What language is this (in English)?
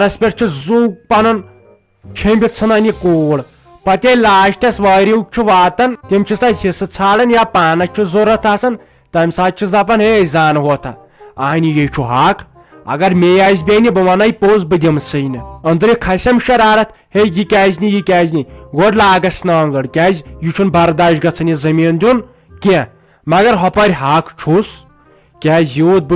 Kashmiri